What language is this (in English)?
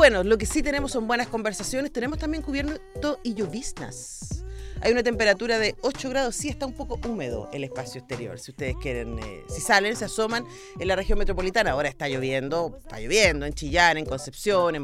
Spanish